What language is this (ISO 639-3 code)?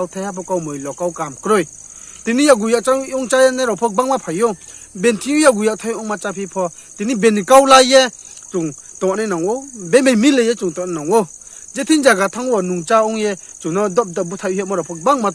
ria